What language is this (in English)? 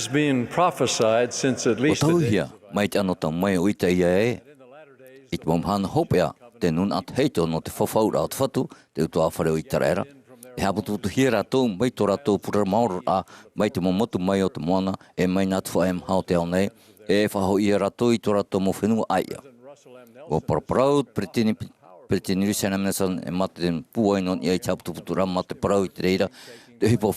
Tahitian